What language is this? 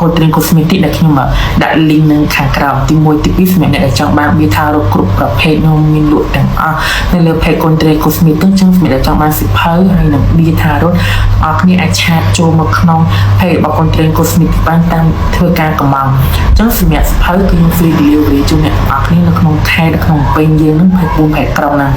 Khmer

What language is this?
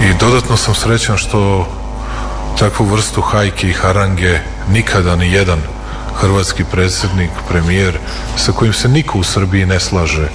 Serbian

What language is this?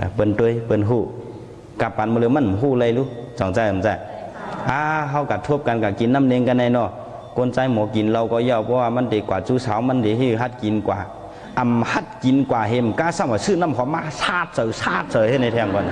Shan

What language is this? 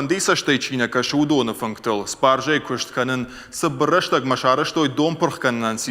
Ossetic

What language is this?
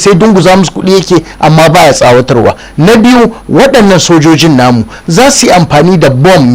Hausa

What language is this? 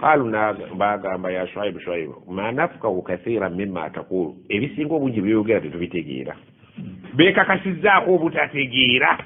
Ganda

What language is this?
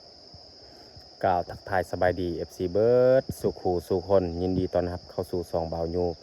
Lao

